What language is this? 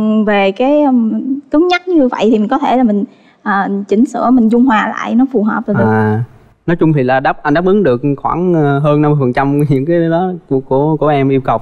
Vietnamese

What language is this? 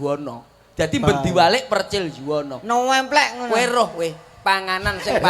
Javanese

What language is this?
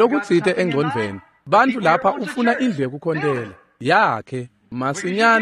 Swati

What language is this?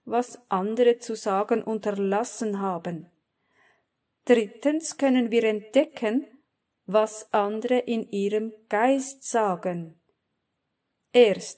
German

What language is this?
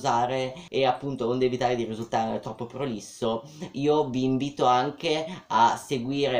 Italian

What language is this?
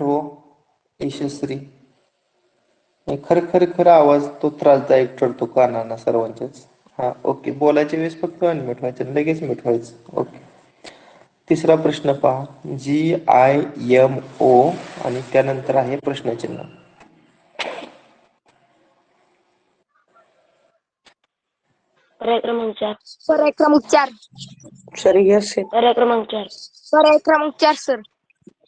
Marathi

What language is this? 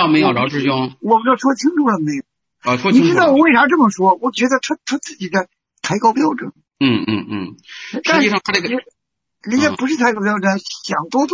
Chinese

